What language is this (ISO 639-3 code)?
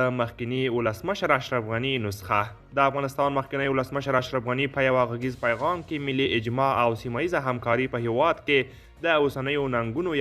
pus